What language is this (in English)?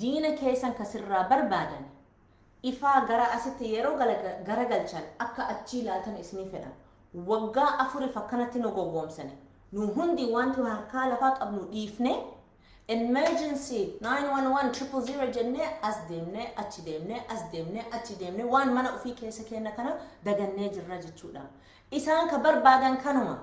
Oromo